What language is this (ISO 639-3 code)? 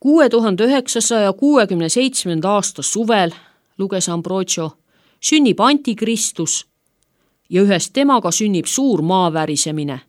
est